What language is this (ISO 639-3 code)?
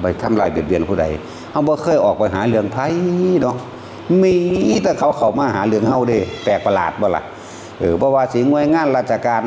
tts